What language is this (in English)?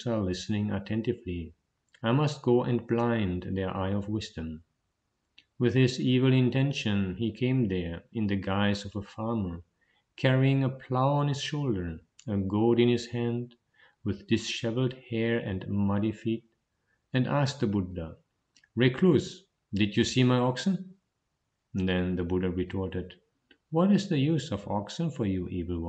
English